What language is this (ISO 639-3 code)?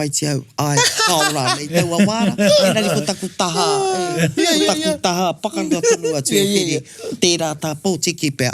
mri